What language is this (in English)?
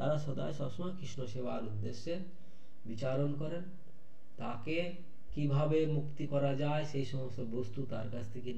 Bangla